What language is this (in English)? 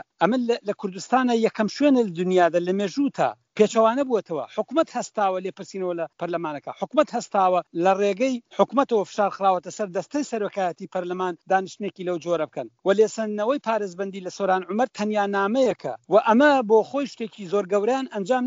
Central Kurdish